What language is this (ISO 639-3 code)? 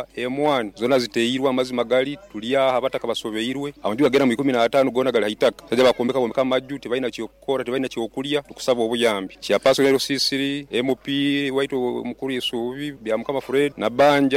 nyo